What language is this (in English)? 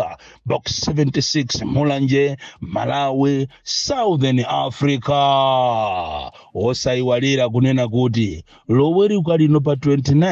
Nyanja